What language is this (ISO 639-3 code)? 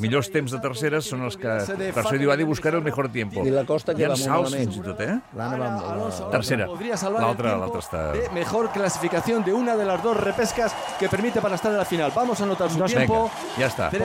cat